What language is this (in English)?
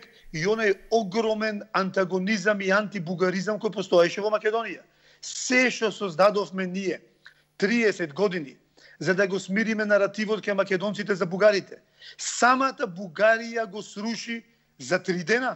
Macedonian